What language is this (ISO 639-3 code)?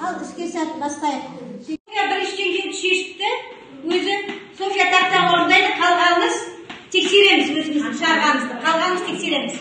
kaz